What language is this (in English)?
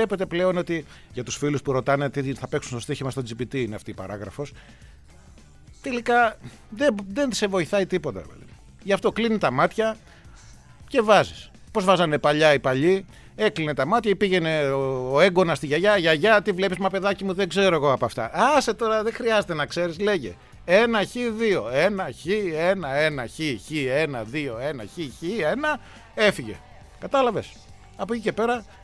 Greek